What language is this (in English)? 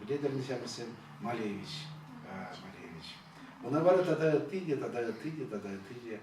Chuvash